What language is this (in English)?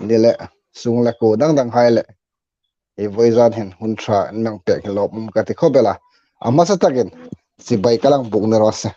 Hmar